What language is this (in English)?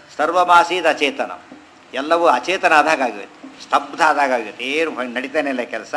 Kannada